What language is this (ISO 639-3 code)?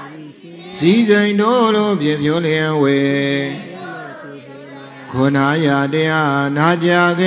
mya